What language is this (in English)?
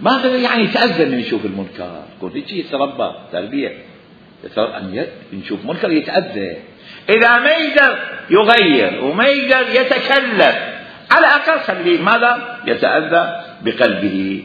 Mesopotamian Arabic